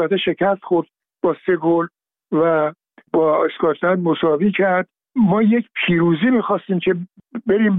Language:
Persian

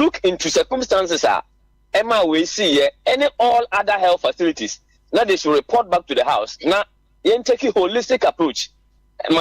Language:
Akan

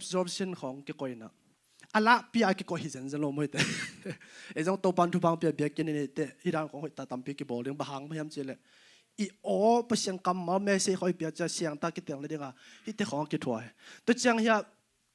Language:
Tedim Chin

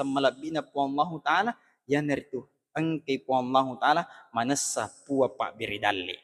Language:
Buginese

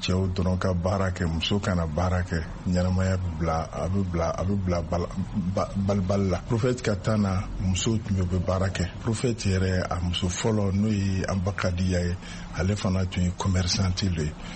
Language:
Bambara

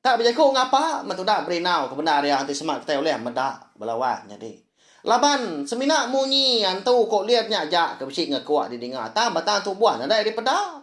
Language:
Iban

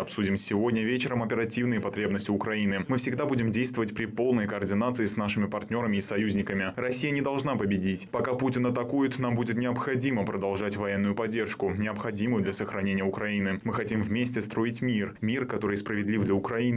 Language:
Russian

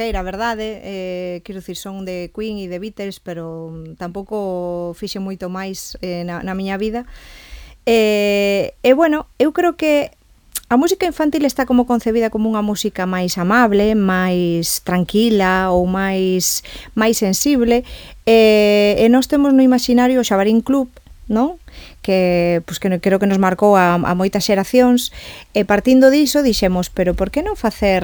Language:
Galician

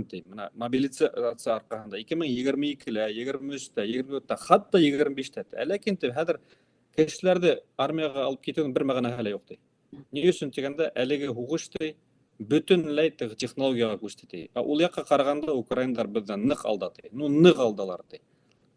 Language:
Bashkir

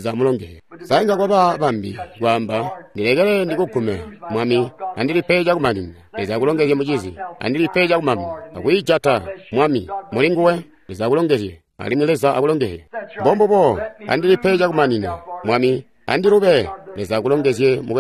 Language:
Tonga (Zambia)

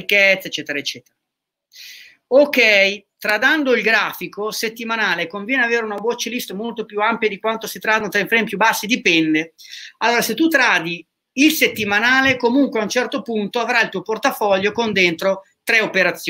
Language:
Italian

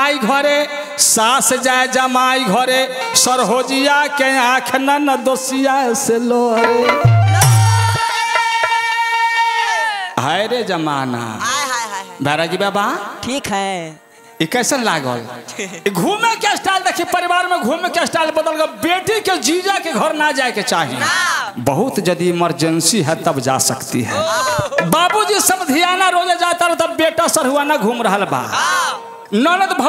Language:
Bhojpuri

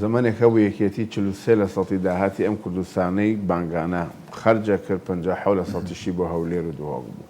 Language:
Central Kurdish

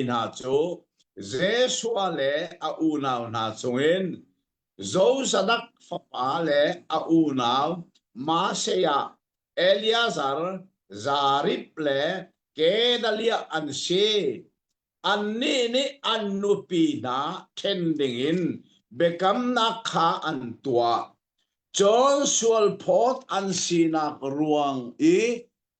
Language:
Hakha Chin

